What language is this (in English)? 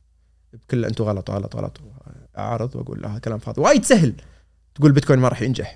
Gulf Arabic